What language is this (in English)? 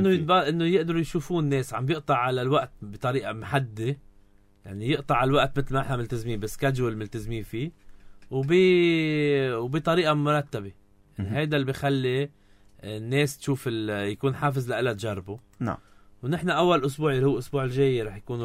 North Levantine Arabic